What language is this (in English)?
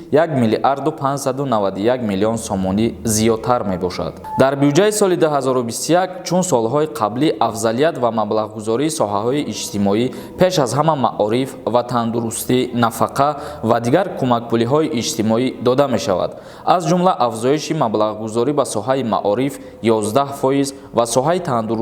Tajik